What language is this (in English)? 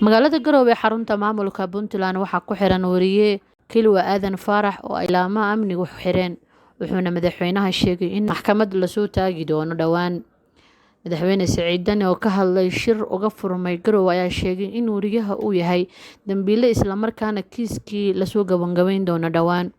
Somali